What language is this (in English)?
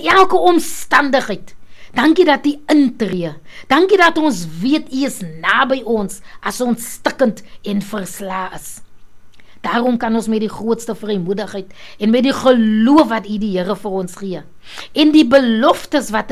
Afrikaans